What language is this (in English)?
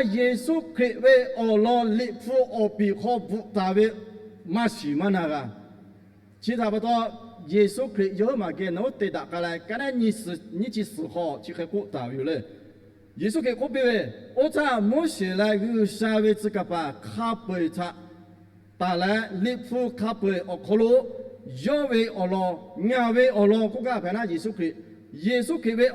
Lahu